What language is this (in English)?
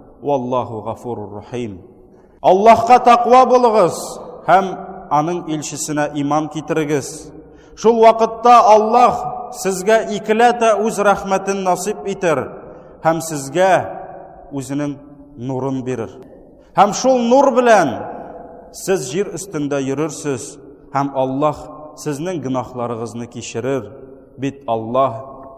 Tatar